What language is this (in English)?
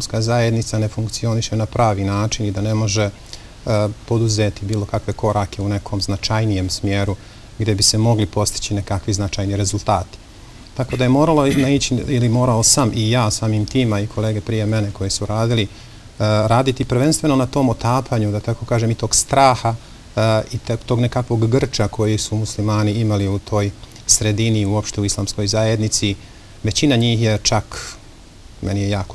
Bosnian